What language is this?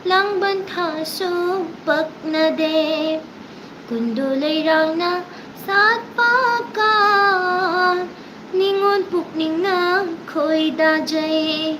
Manipuri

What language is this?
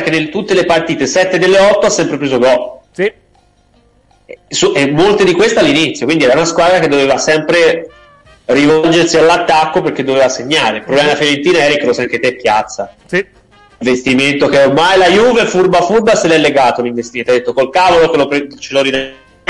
Italian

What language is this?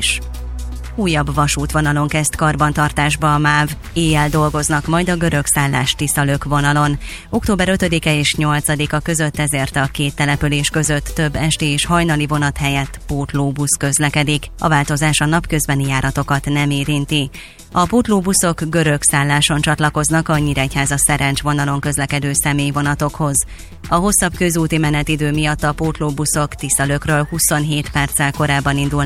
Hungarian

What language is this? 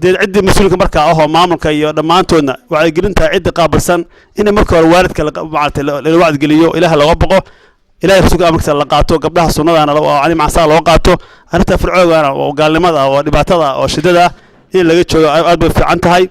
Somali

